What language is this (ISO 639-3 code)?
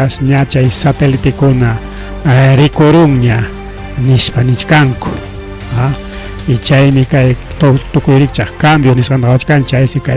quy